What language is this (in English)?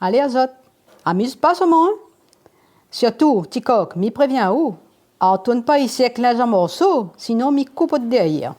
Réunion Creole French